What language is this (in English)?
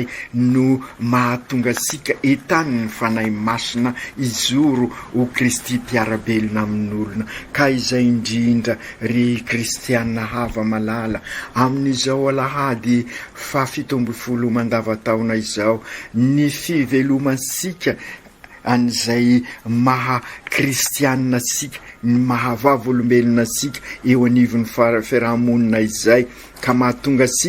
Malagasy